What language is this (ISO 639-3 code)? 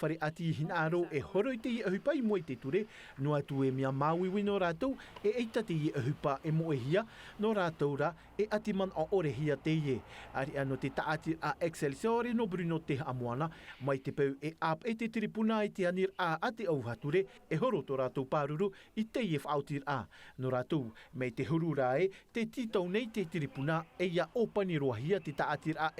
tah